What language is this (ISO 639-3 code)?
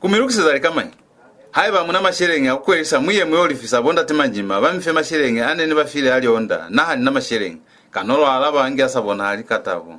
loz